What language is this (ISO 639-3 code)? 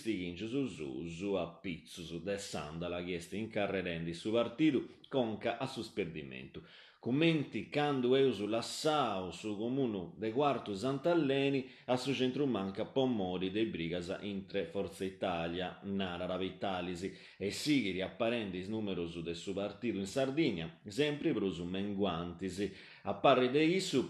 srd